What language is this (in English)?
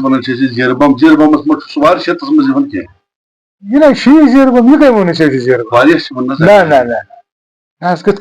Kashmiri